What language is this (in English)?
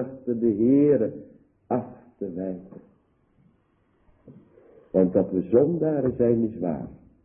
Dutch